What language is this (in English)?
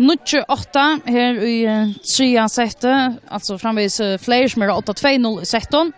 Faroese